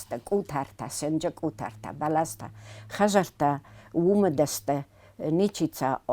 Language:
Ossetic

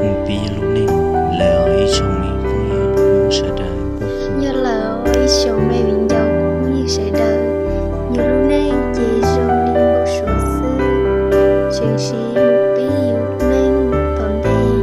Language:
Hmong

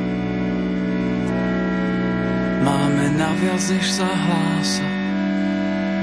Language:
Slovak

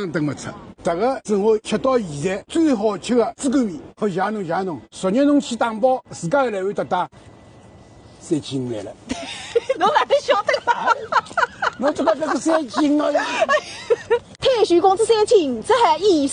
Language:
Wu Chinese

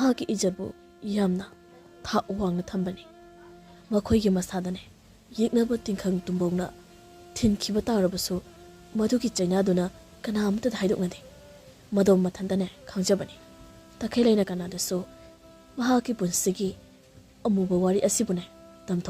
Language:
Manipuri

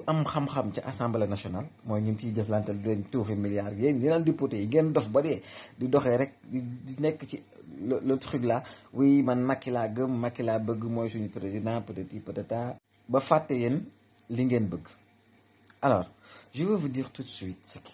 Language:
Wolof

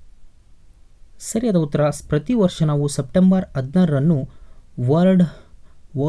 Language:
Kannada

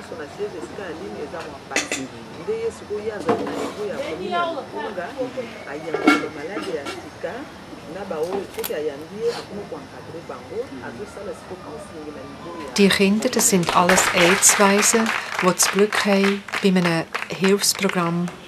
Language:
German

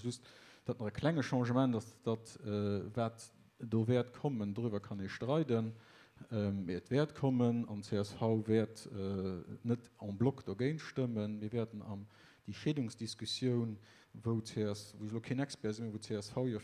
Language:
Luxembourgish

